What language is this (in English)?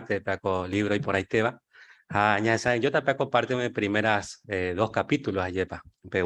Guarani